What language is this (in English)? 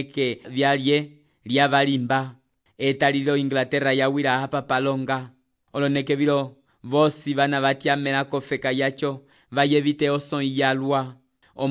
Umbundu